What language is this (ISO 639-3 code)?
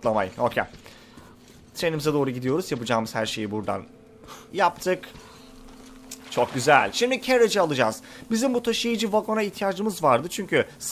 tur